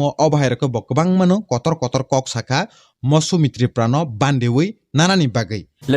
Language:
Kok Borok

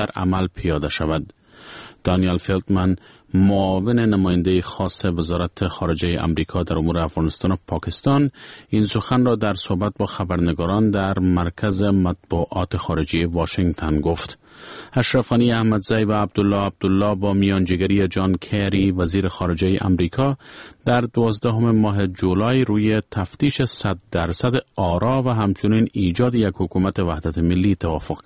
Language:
Persian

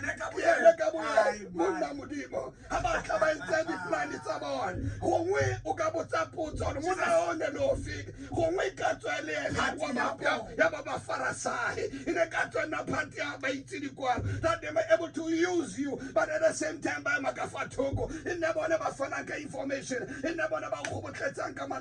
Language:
Tswana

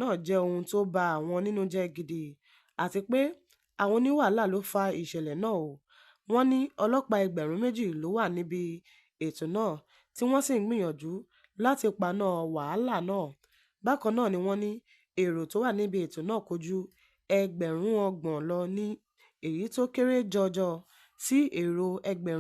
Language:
Yoruba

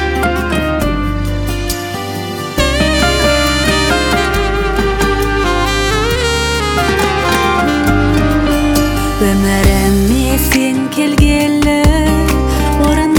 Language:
Kazakh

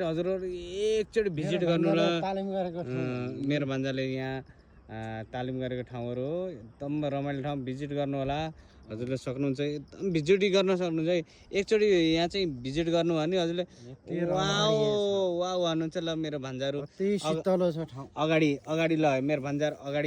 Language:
Nepali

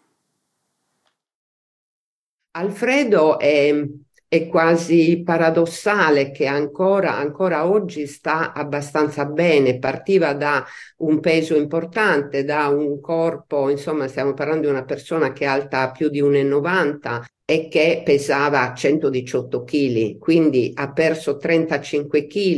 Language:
Italian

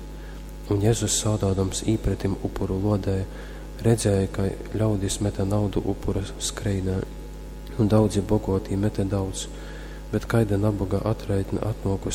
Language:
Latgalian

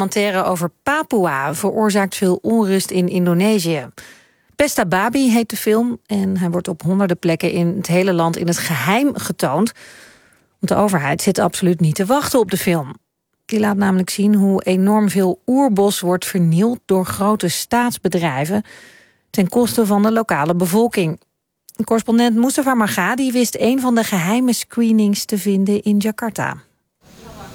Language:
Dutch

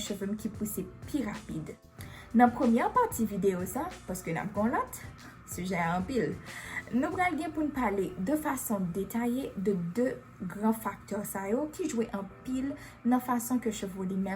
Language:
Haitian Creole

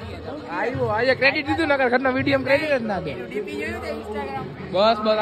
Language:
Gujarati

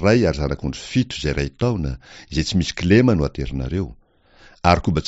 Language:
Malagasy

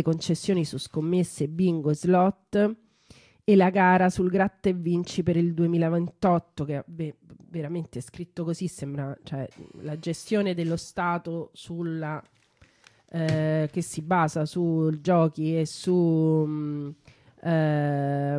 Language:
Italian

